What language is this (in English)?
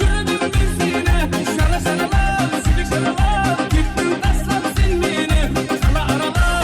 Kara-Kalpak